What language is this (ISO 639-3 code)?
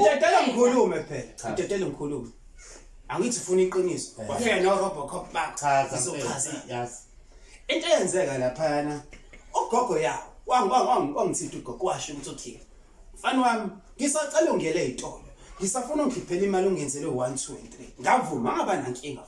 zul